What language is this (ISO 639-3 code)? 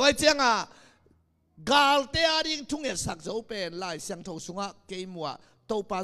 ctd